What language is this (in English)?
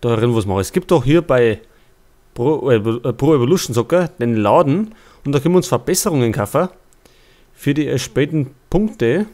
Bavarian